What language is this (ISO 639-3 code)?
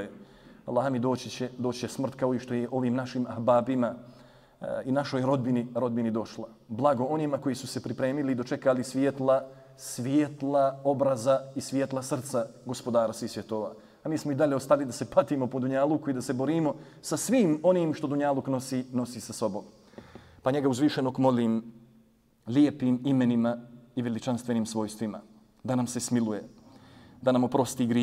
bos